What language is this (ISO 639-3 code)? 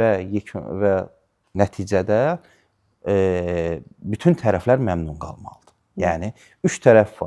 aze